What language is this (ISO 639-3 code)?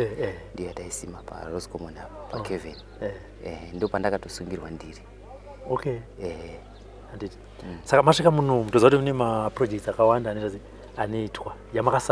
sna